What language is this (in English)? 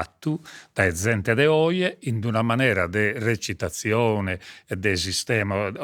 Sardinian